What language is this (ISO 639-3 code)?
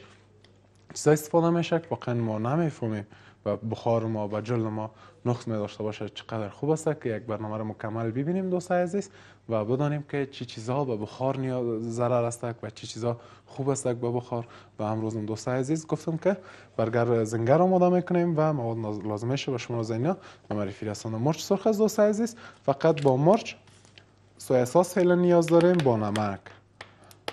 fas